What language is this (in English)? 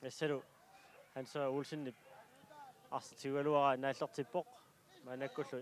Kalaallisut